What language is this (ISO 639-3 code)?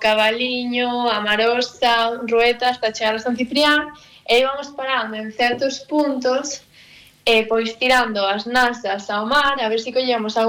glg